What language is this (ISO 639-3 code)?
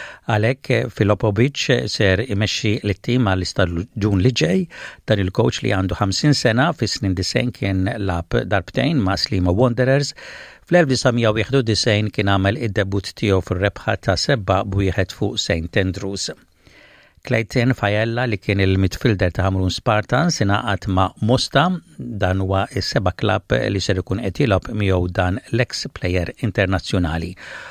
mlt